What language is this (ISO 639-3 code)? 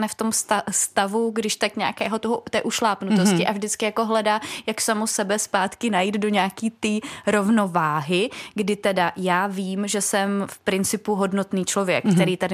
ces